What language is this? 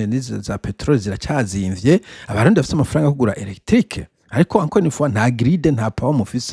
Rundi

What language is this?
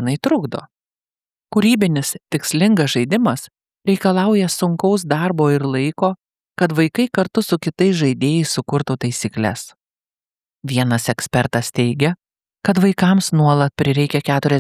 Lithuanian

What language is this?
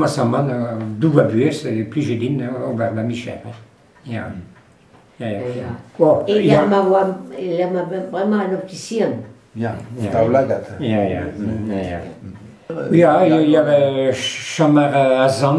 Breton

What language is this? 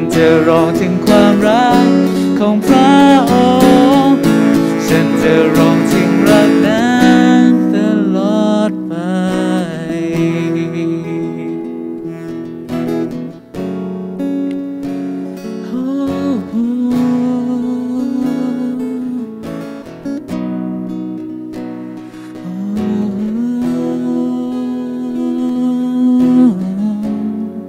Thai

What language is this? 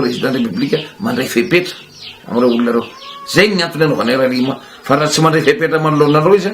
Malagasy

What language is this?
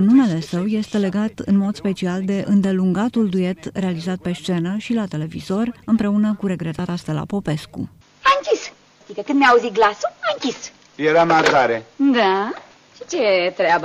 Romanian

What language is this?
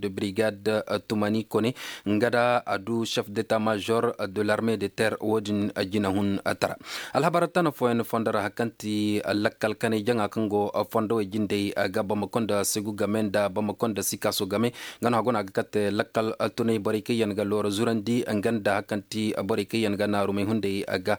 Koyraboro Senni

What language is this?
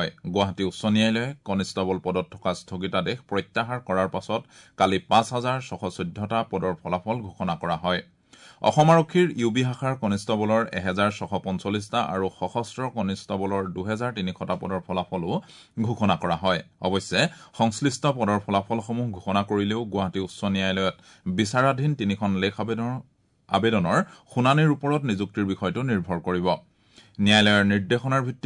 Assamese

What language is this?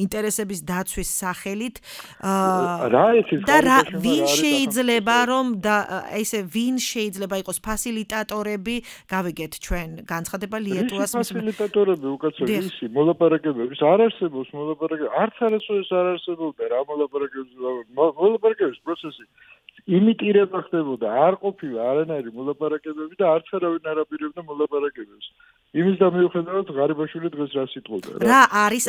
Georgian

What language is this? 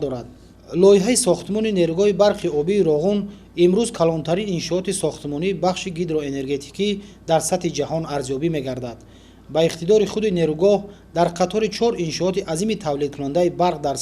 Tajik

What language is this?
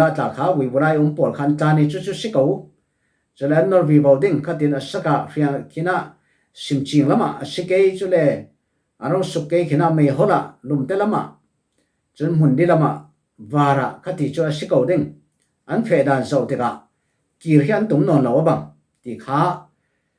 Falam Chin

